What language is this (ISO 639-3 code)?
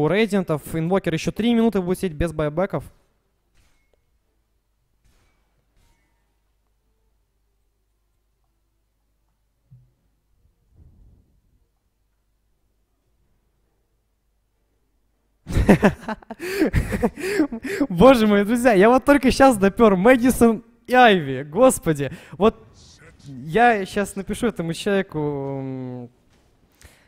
rus